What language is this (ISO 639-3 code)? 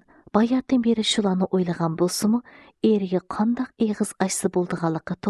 uig